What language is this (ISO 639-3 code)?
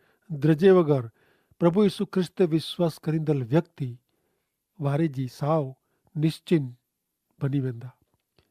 kfr